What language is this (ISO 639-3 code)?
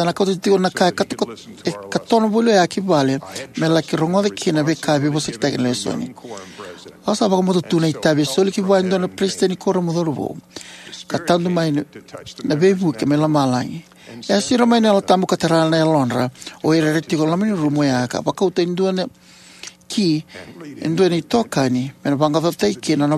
fij